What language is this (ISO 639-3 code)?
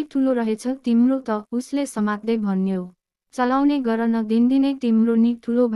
nep